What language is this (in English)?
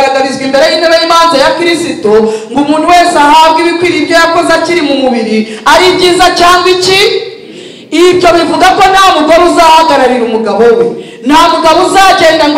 Kinyarwanda